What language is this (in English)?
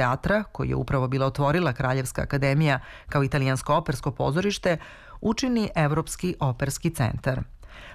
Serbian